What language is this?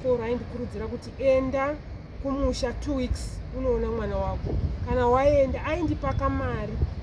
Shona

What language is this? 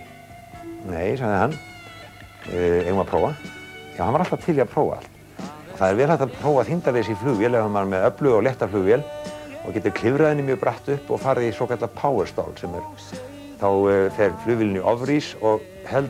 Icelandic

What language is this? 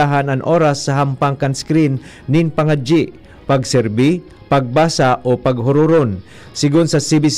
Bikol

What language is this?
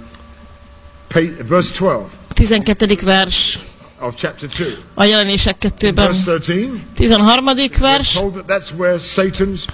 Hungarian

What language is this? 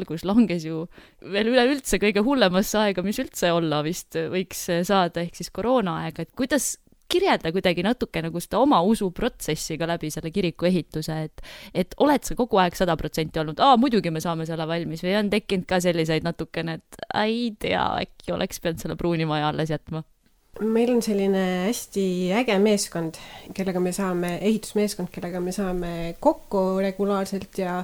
Estonian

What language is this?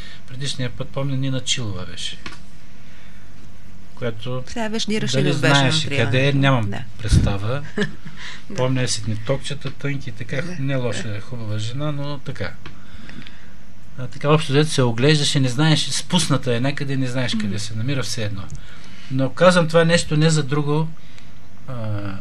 Bulgarian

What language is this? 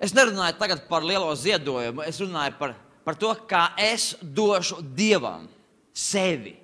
Latvian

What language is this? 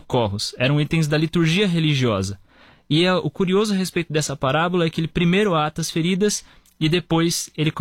Portuguese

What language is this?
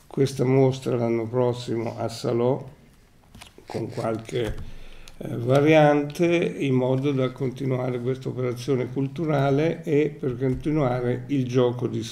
Italian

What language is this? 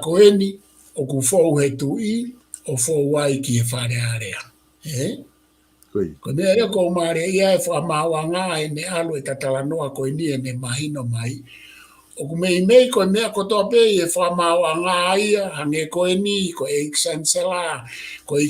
Tongan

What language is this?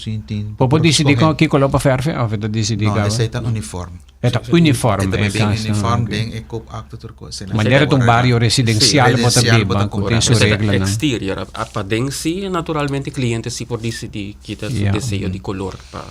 Papiamento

